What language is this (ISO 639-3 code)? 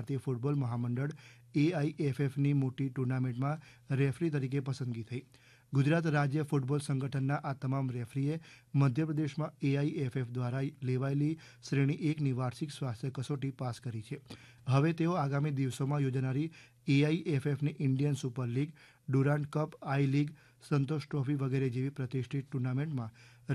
guj